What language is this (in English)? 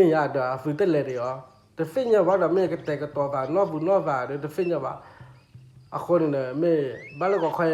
S'gaw Karen